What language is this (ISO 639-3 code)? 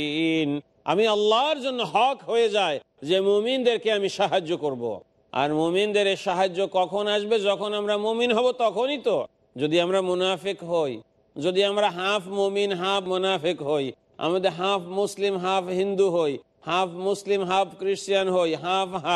ben